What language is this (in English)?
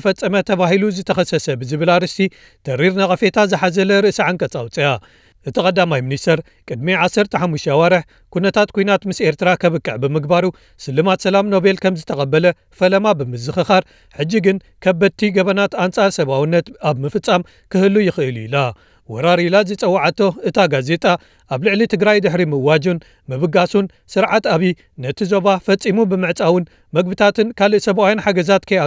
Tigrinya